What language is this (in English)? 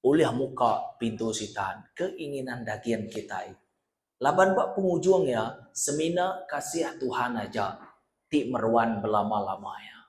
Iban